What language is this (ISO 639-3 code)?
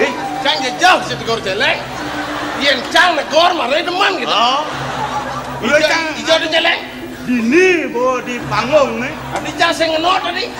ban